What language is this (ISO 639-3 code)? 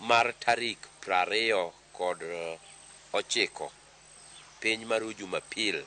luo